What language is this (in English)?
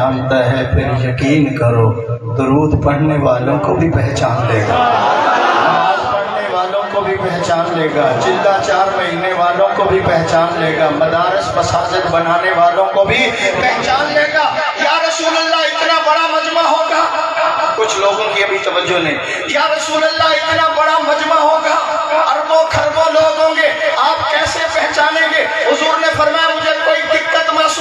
Urdu